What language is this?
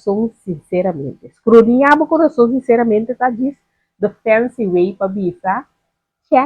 Papiamento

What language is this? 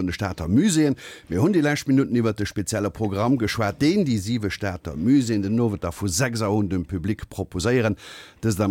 Luxembourgish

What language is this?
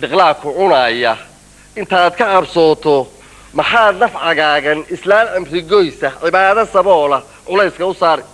Somali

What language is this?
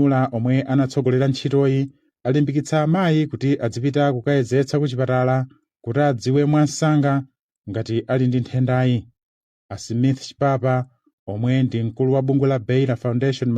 Nyanja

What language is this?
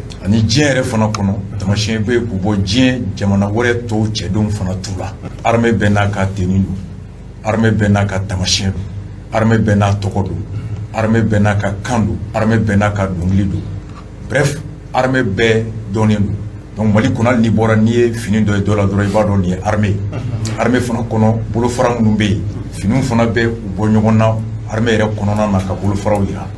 Bambara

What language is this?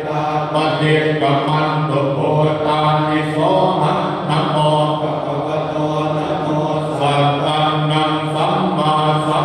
Pali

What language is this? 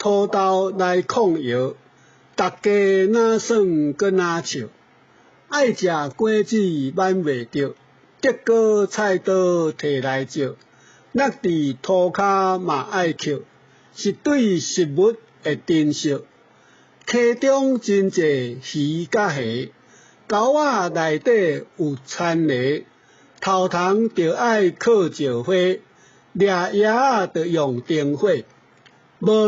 Min Nan Chinese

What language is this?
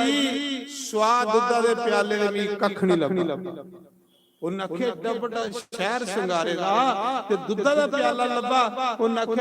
Dogri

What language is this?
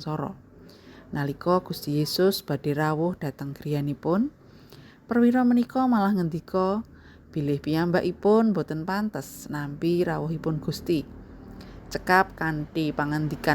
Javanese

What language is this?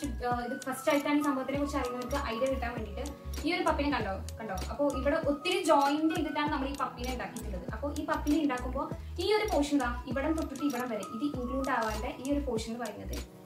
Malayalam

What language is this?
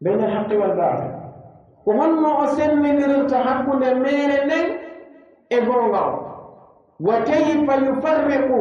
Pular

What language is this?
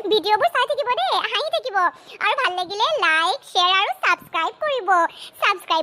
Assamese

